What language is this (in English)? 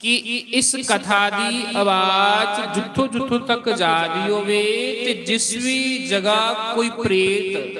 Dogri